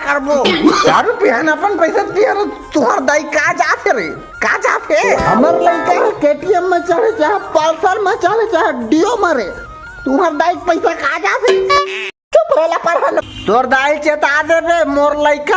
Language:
Chhattisgarhi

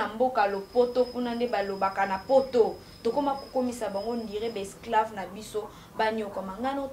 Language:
Lingala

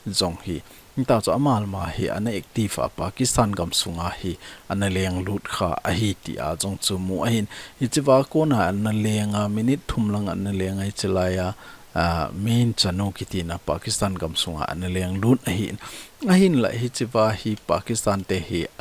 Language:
Thado Chin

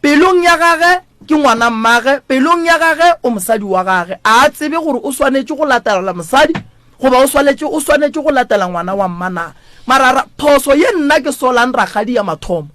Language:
Northern Sotho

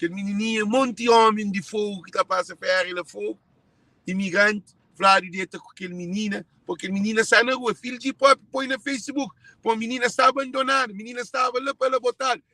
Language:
Kabuverdianu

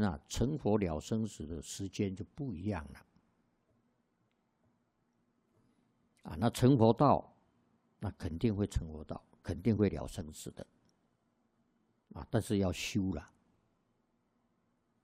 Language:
Chinese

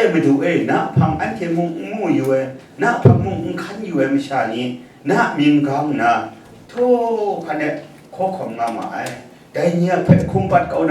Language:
Kachin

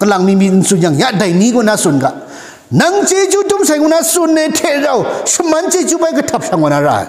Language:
Kachin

